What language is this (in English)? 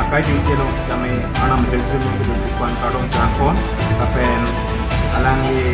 Karbi